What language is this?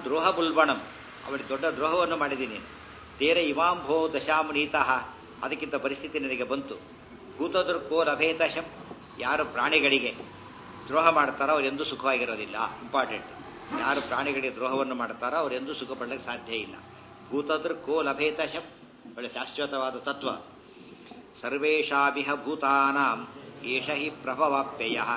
Kannada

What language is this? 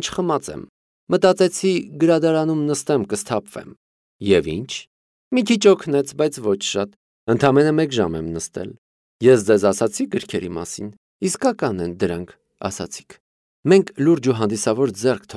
Armenian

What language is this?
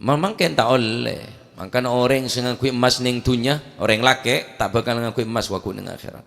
Madurese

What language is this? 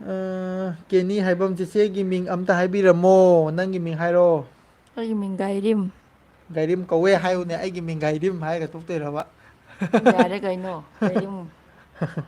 Manipuri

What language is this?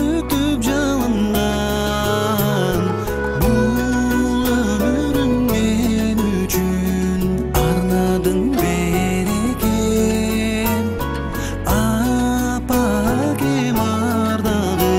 Kyrgyz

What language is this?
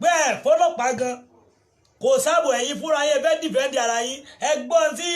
Yoruba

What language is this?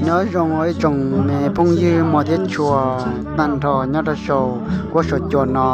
Hmong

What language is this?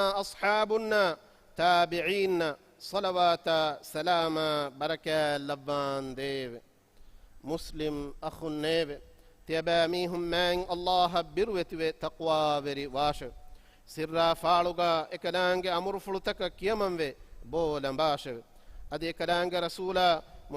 Divehi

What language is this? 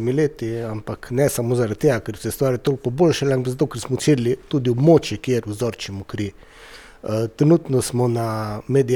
Slovenian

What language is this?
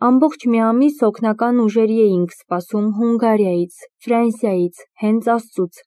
Armenian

